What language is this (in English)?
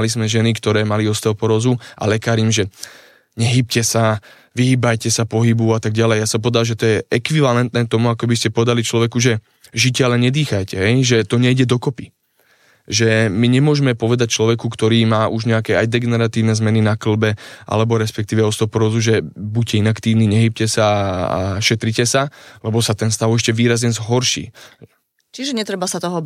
Slovak